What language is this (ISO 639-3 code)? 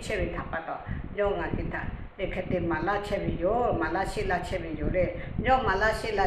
lhu